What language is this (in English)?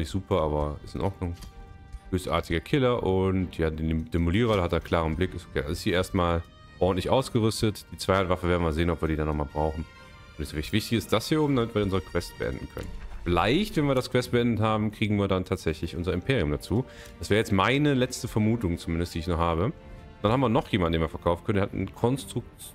German